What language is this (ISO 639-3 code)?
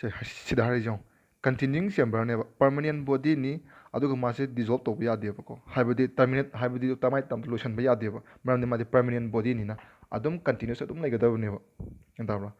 mni